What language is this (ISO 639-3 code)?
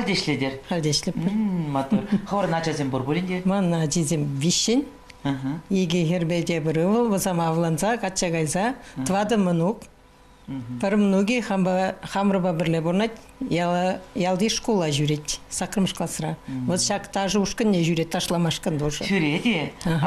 chv